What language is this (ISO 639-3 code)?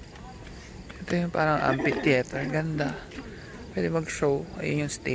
fil